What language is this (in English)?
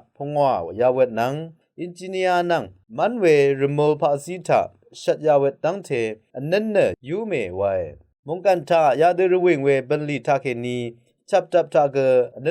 Rawang